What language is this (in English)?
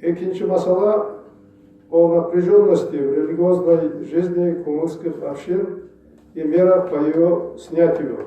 Kumyk